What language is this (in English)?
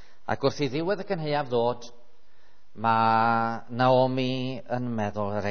Welsh